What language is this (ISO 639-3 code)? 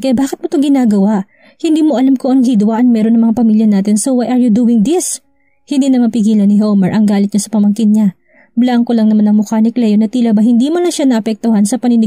fil